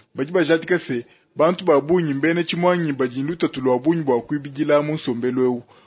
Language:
Luba-Lulua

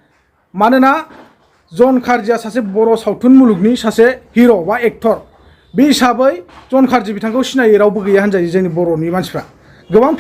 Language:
Bodo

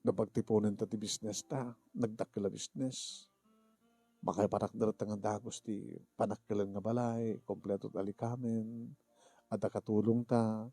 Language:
Iloko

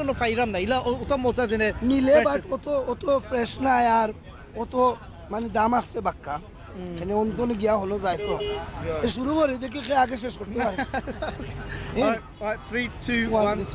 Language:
Sylheti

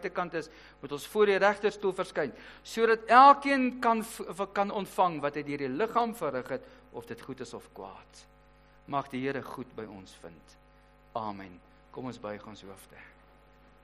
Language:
Afrikaans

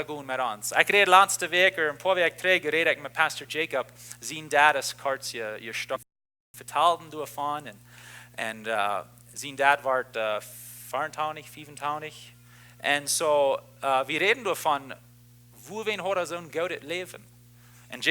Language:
Plautdietsch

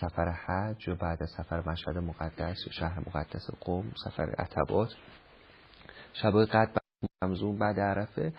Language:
Persian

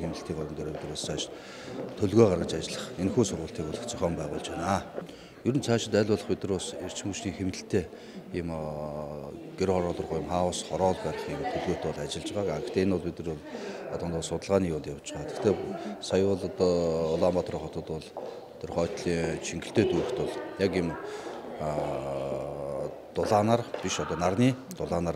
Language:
Mongolian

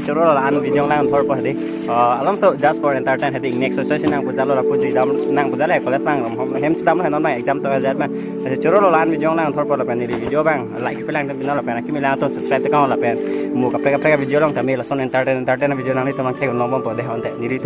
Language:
Karbi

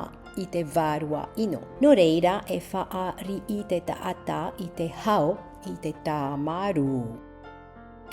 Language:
Tahitian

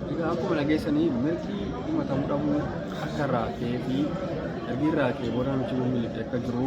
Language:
Oromo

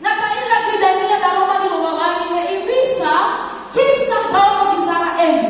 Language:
Nias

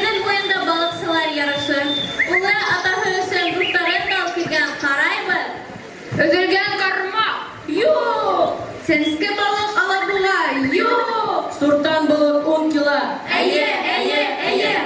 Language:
Bashkir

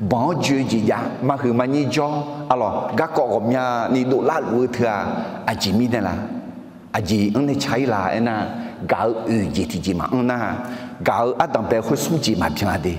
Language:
Akha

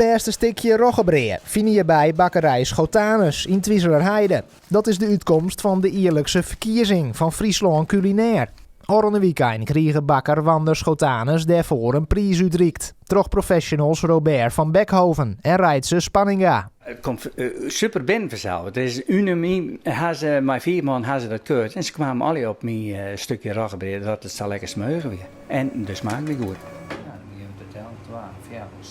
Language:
Western Frisian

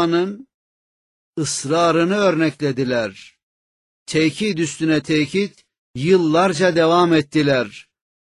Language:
Turkish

